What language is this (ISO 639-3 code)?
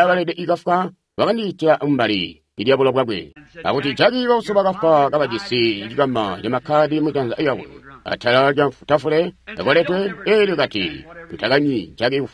toi